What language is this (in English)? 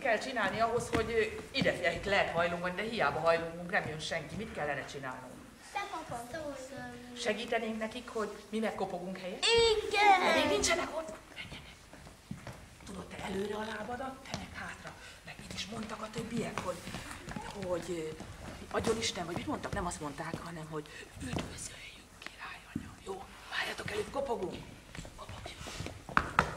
Hungarian